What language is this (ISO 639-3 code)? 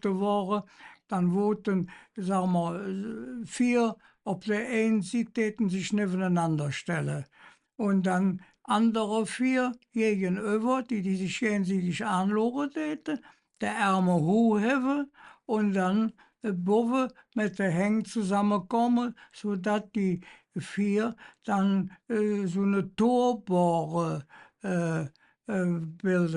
ksh